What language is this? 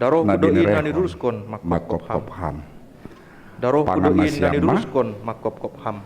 Batak Simalungun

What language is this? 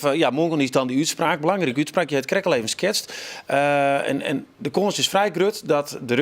Western Frisian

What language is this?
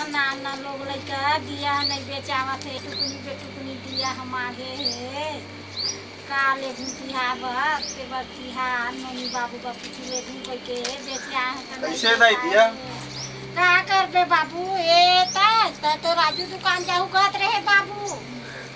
Chhattisgarhi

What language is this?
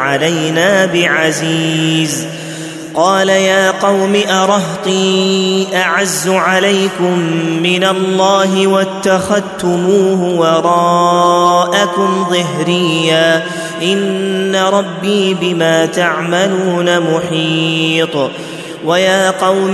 Arabic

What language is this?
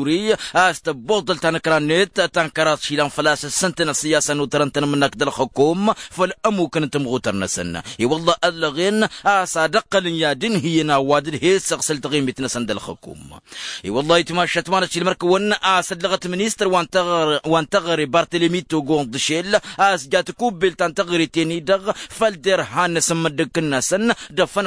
Tamasheq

